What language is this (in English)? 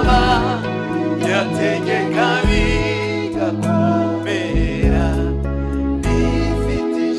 Kinyarwanda